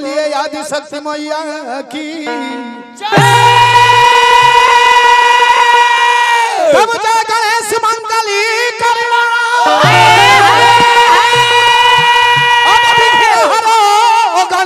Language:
Bhojpuri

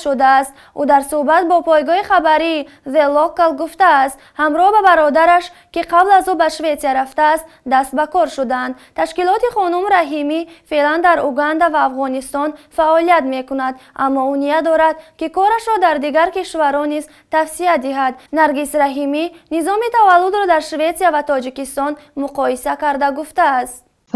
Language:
Tajik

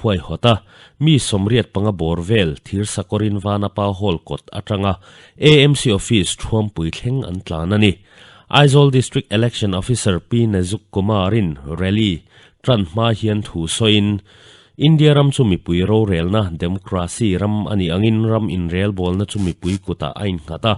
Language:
Mizo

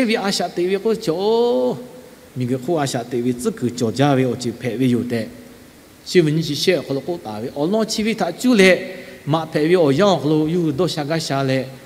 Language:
Lahu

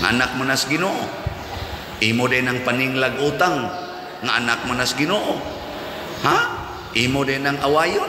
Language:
Cebuano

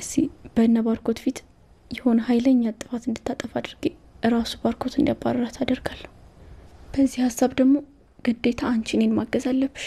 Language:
Amharic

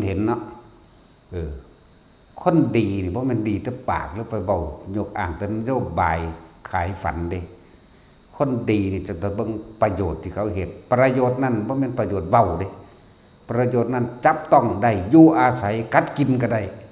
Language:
Northeastern Thai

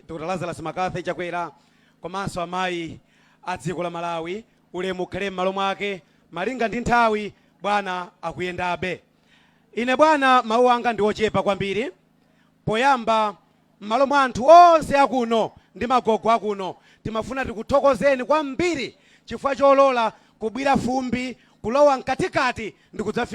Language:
Nyanja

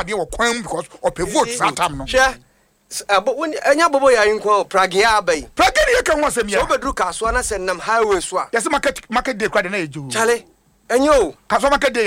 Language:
Akan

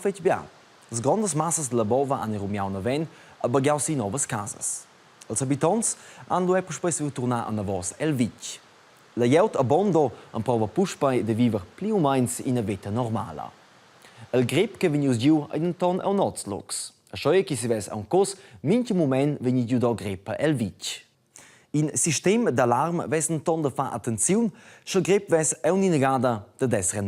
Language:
Romansh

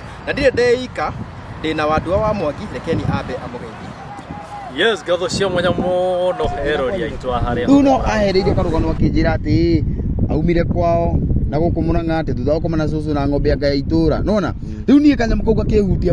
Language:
Kikuyu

